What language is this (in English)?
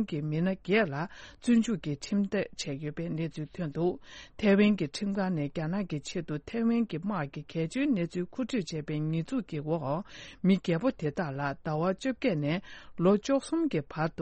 Tibetan